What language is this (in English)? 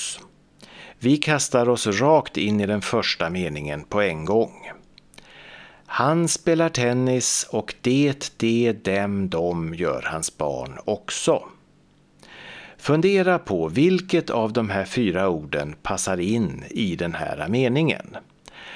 Swedish